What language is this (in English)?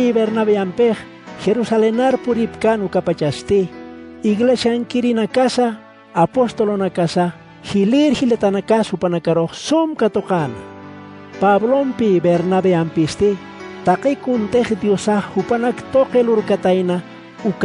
Aymara